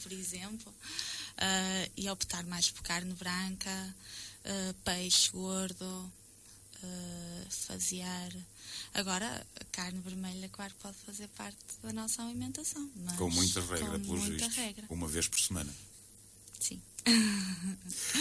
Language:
Portuguese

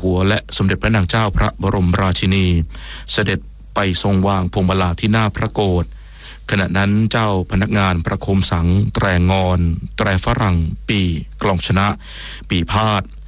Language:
Thai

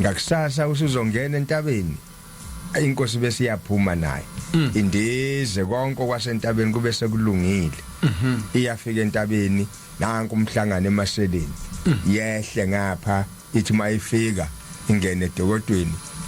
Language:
Zulu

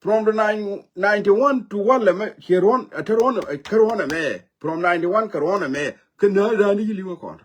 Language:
Nuer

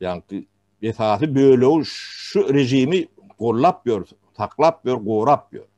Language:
Turkmen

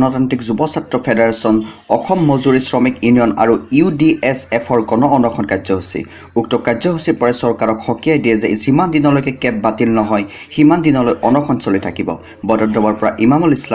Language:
Assamese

